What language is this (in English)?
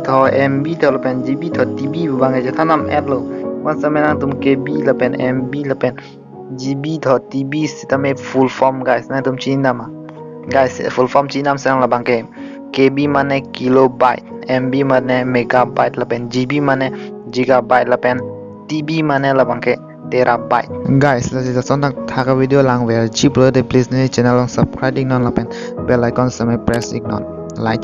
Karbi